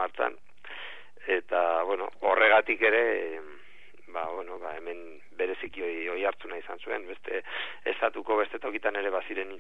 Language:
Basque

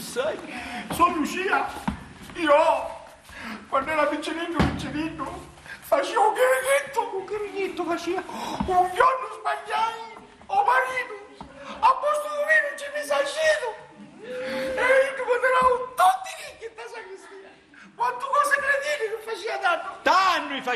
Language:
Sicilian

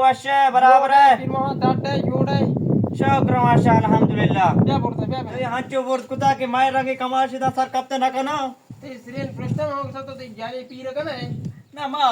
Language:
Baluchi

